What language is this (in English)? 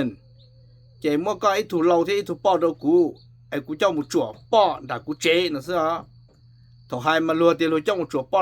Hmong